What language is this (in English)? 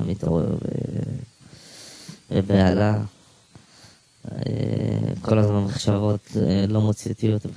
Hebrew